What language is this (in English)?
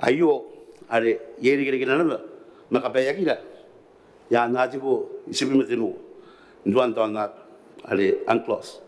Gilbertese